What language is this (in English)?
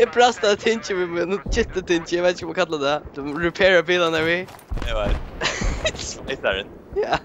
Faroese